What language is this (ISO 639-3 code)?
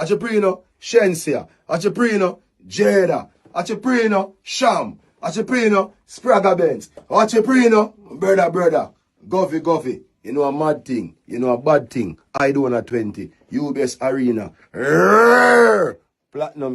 jam